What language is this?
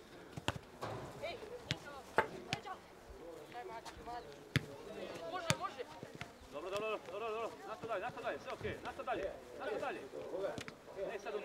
Croatian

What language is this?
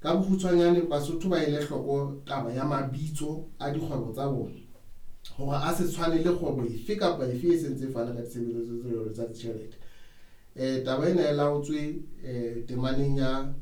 Southern Sotho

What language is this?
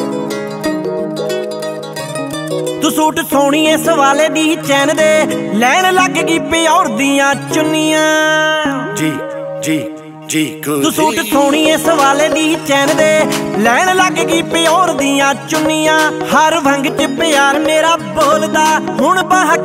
Punjabi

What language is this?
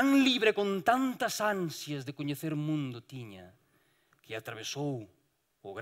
Galician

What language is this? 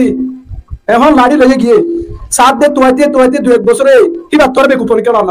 Rohingya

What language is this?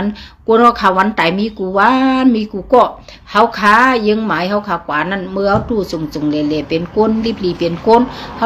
Shan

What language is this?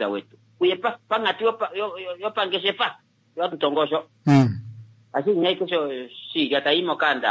Kuanyama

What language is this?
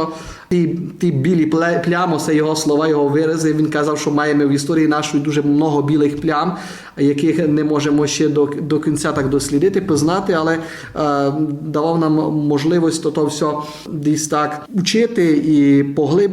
Rusyn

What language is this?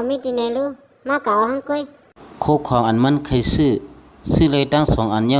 Shan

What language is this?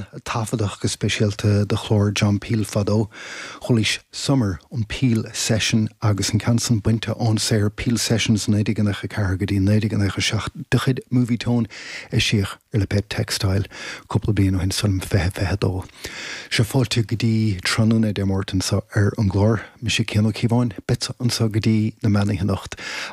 Irish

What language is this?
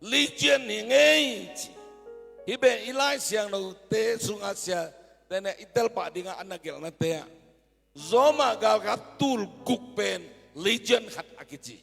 Tedim Chin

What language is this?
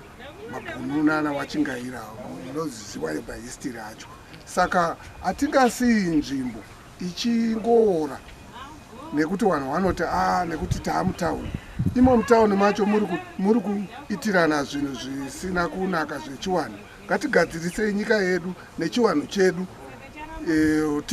Shona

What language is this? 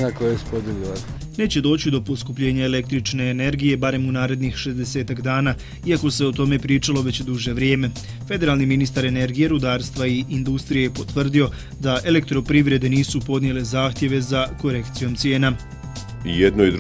Bosnian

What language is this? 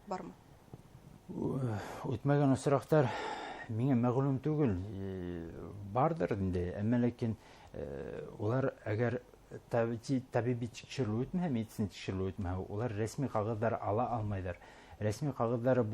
Bashkir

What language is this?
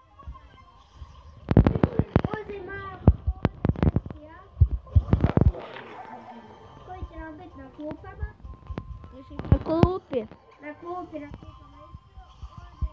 Croatian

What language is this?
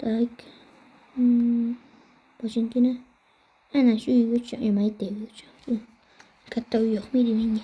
Uzbek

